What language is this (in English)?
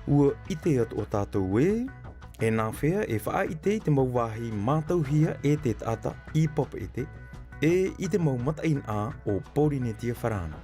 Tahitian